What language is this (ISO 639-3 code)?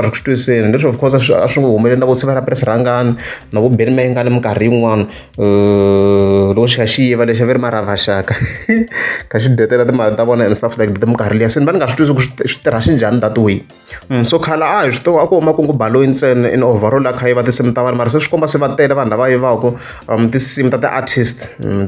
tso